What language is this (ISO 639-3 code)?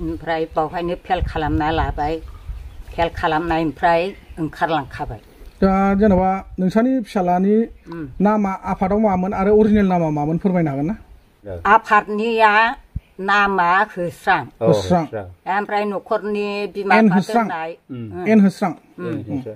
brx